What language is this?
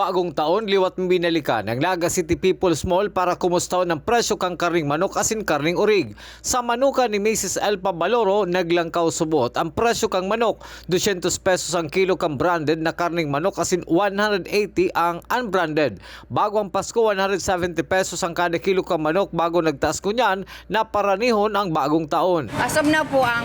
Bikol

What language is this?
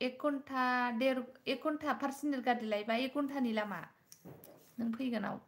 Bodo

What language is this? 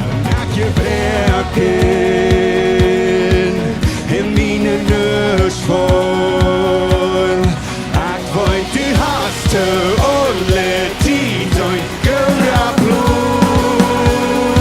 Plautdietsch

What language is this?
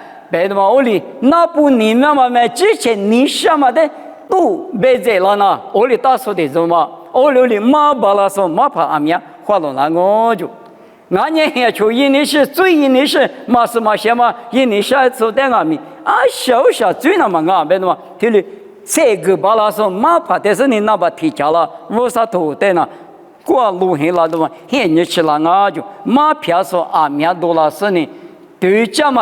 Lisu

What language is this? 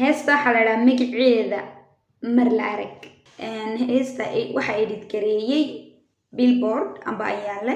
Somali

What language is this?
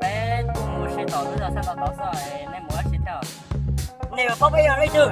Hmong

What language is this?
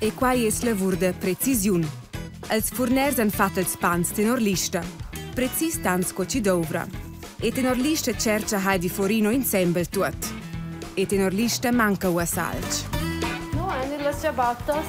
Romansh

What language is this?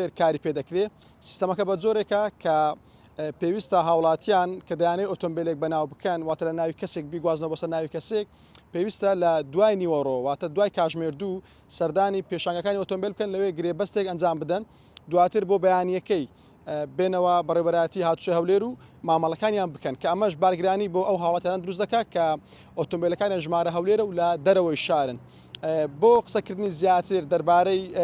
Central Kurdish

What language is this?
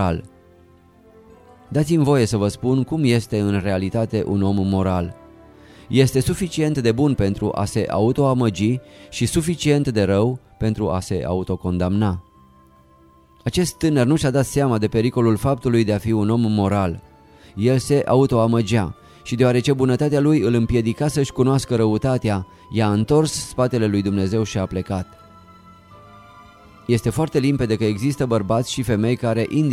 Romanian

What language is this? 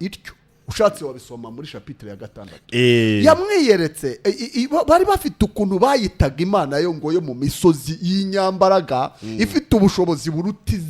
Kinyarwanda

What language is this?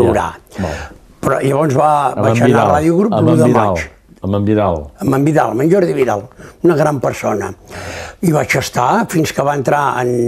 Catalan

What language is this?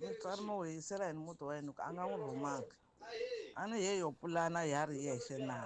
Tsonga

